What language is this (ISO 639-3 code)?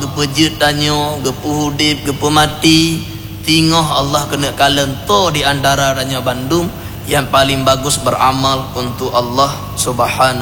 ace